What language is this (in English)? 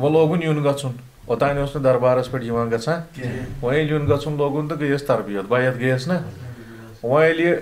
Kashmiri